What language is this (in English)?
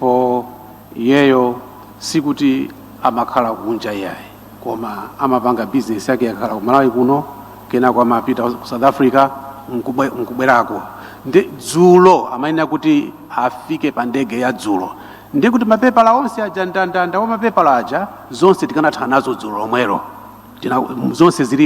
Nyanja